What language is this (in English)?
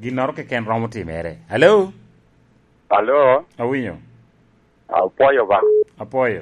Lango (Uganda)